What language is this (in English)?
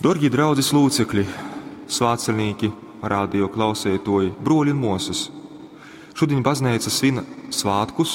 Latgalian